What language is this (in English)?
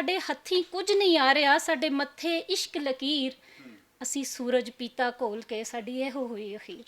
Western Panjabi